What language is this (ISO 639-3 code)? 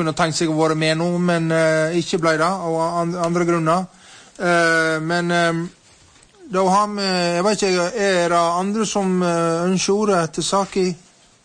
nor